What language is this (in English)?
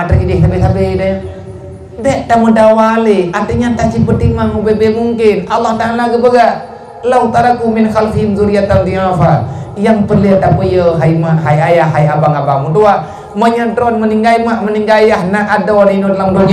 Achinese